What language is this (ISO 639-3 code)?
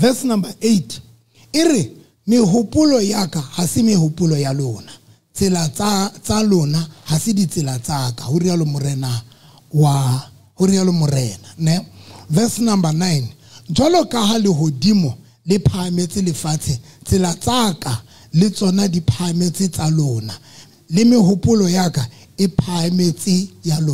sot